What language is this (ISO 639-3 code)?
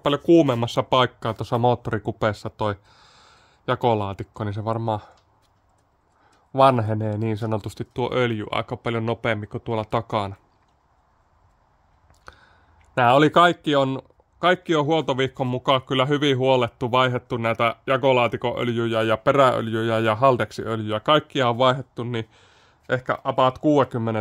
fin